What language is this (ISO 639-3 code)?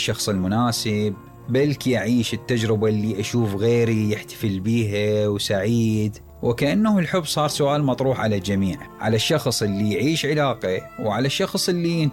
acm